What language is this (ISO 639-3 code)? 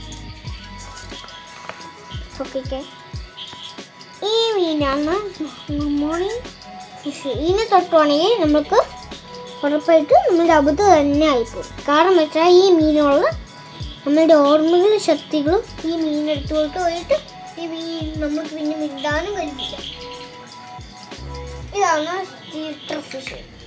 mal